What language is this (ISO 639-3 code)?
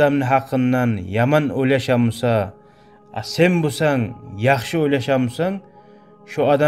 kum